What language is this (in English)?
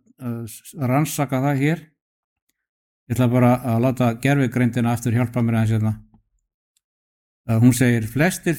Icelandic